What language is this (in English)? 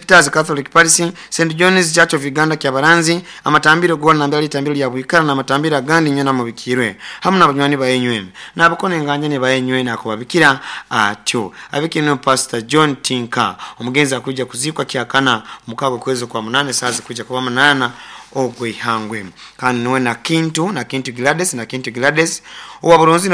Nyoro